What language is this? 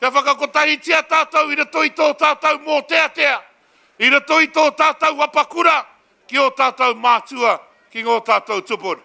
Māori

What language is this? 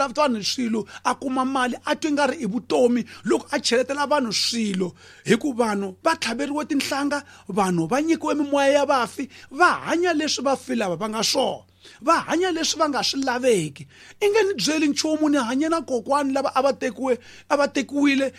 Tsonga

